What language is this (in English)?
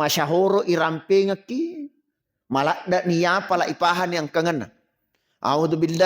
Buginese